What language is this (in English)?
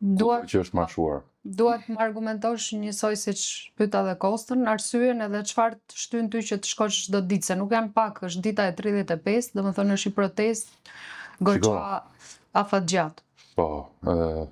Albanian